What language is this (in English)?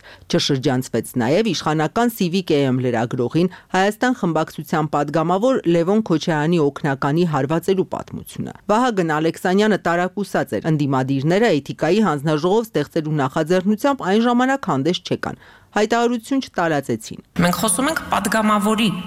Armenian